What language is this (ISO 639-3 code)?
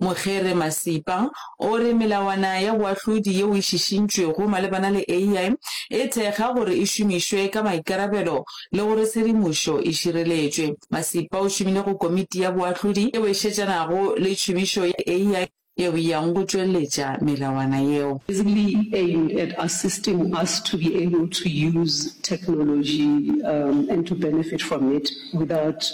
nso